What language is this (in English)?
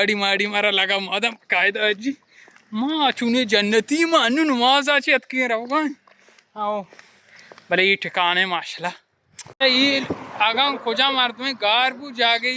Baluchi